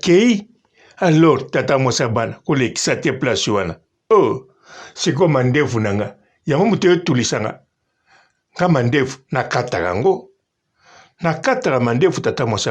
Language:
Lingala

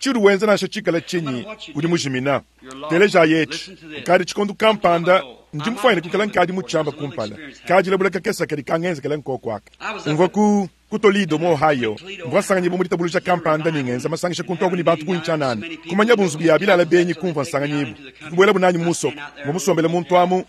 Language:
Luba-Lulua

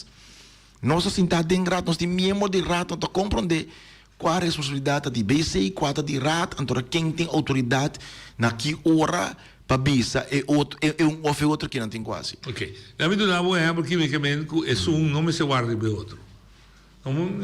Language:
Papiamento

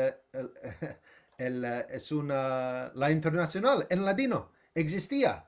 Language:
Ladino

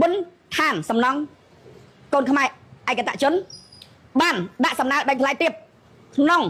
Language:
Khmer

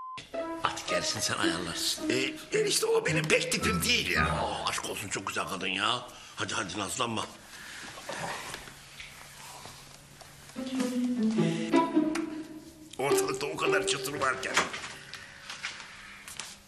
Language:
Turkish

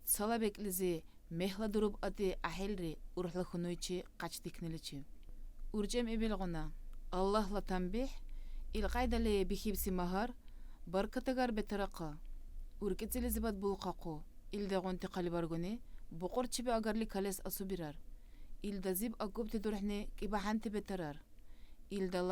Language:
Dargwa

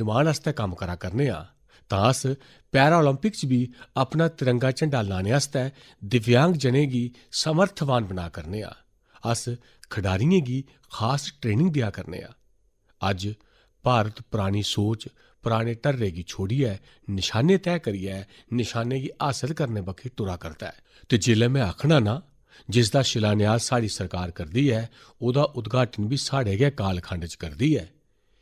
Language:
Dogri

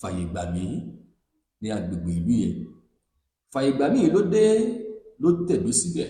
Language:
Yoruba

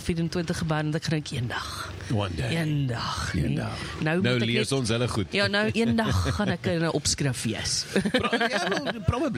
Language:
Afrikaans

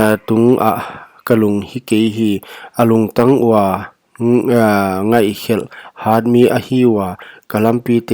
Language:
Paite Chin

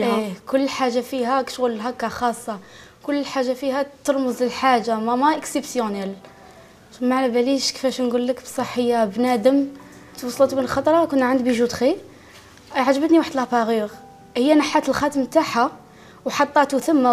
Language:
Algerian Arabic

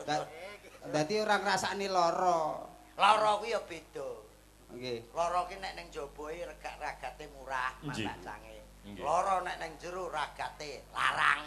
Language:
Javanese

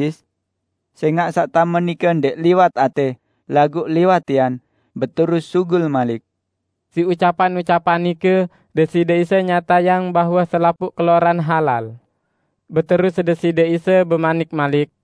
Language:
Sasak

